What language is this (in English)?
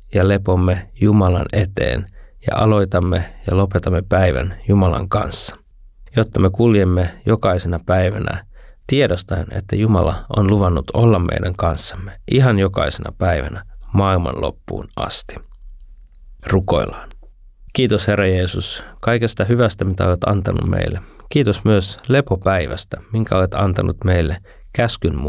Finnish